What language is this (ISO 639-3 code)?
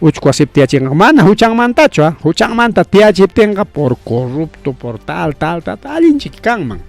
quy